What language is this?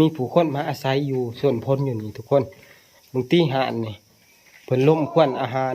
Northeastern Thai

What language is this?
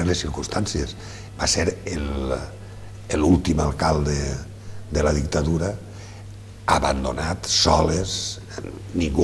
Catalan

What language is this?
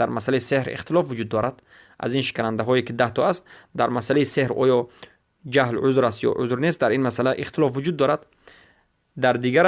Persian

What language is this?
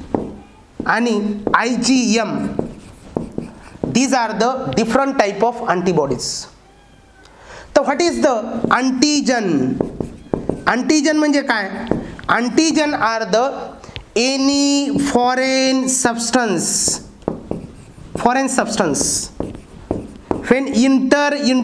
Marathi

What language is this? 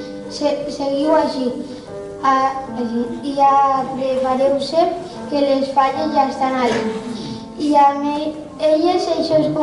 Catalan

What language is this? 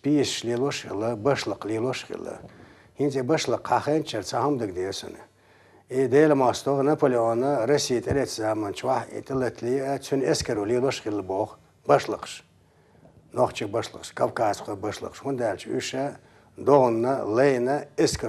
Chechen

